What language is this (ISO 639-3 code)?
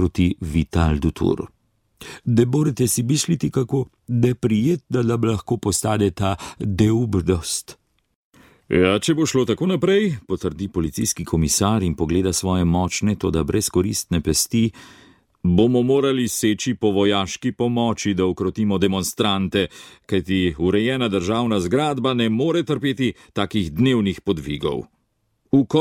slv